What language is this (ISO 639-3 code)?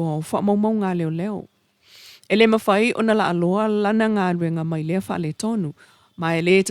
smo